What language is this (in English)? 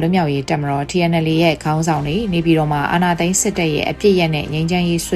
Burmese